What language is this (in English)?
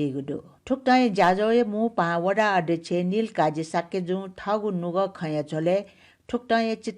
Newari